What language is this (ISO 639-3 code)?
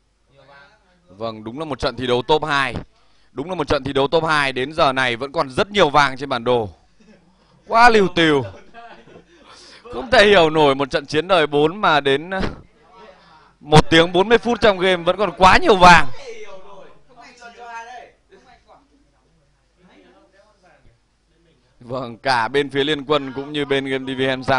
vie